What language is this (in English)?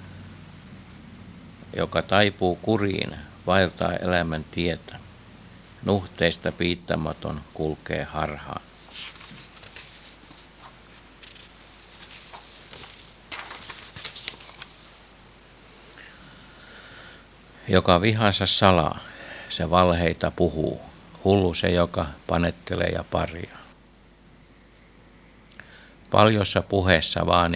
Finnish